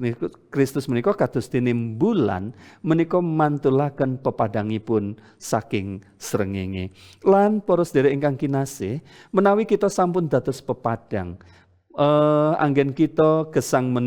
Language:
Javanese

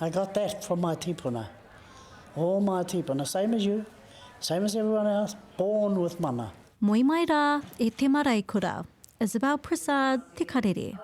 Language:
Māori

